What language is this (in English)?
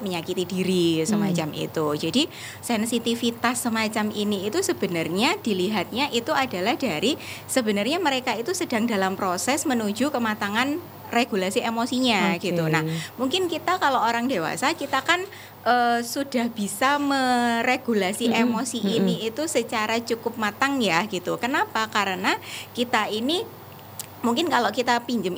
Indonesian